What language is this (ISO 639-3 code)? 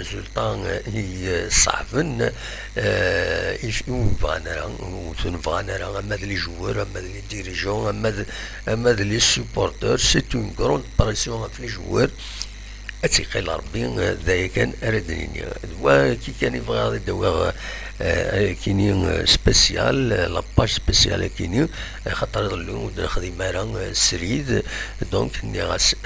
kab